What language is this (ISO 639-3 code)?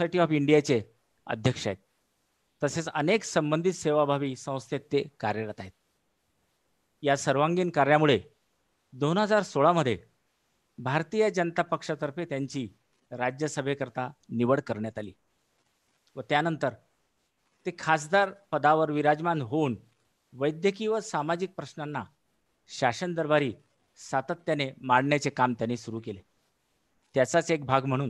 mar